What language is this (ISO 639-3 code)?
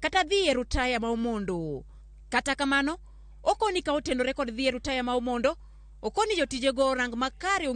luo